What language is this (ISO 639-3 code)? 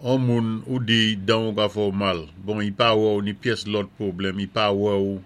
acf